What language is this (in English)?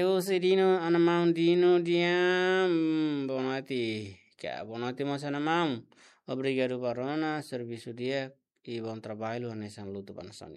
Tetum